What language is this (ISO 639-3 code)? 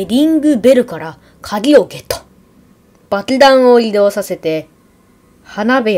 jpn